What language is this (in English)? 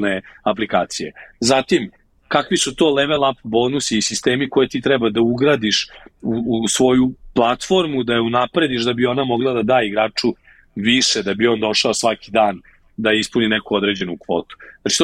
Serbian